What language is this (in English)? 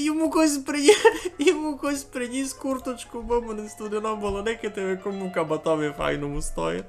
Rusyn